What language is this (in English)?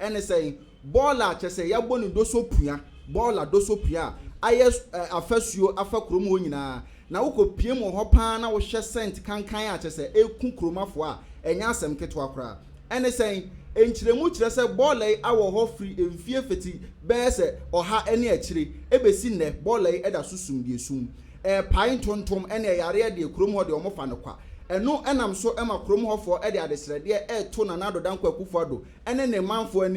Akan